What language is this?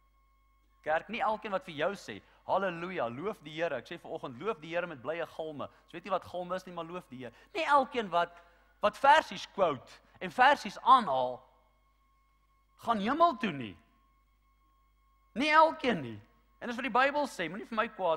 Afrikaans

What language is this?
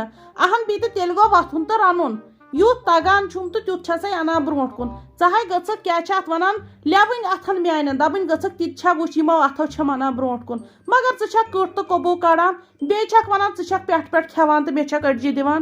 Kashmiri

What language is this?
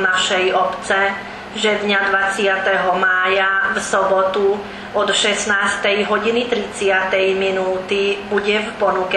Slovak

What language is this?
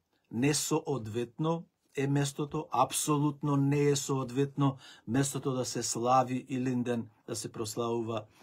Macedonian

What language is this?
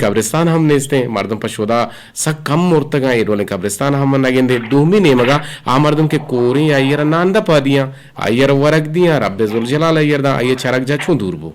Eastern Balochi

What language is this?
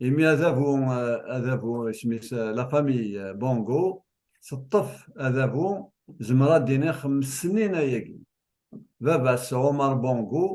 Kabyle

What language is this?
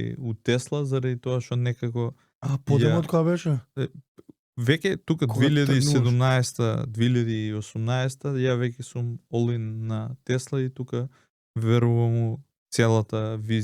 Macedonian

